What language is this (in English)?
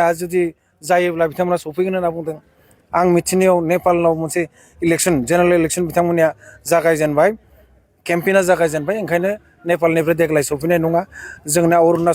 Bodo